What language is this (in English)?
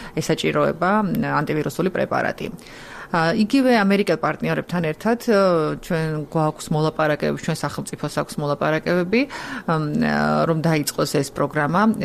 Georgian